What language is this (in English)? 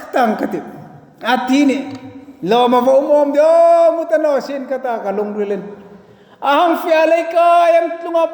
Hmar